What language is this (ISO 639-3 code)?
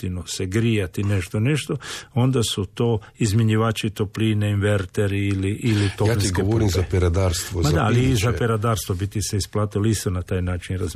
hrv